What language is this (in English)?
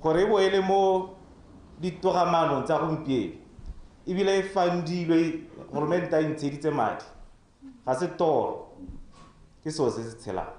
Tswana